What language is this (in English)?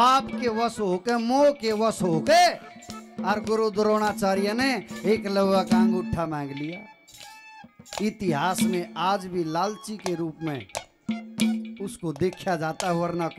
Hindi